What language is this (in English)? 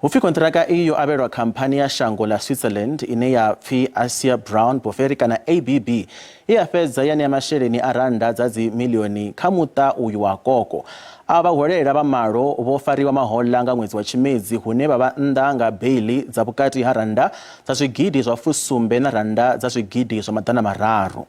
Venda